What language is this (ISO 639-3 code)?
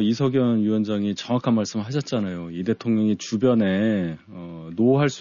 kor